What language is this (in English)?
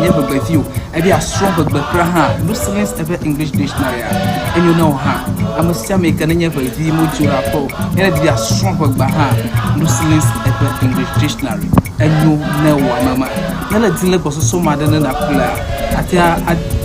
Ewe